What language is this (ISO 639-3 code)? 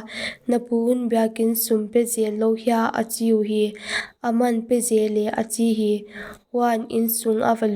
pck